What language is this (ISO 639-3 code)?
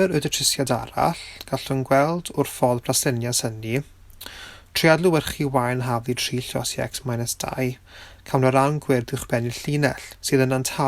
cym